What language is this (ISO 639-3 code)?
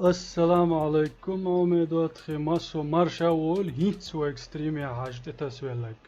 che